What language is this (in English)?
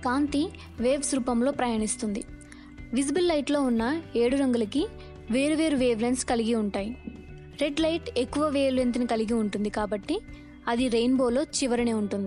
Telugu